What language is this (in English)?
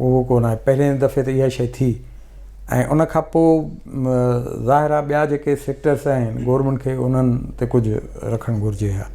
Sindhi